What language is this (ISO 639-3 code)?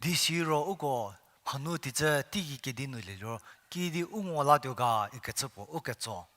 njm